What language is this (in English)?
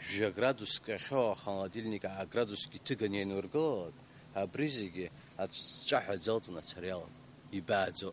Abkhazian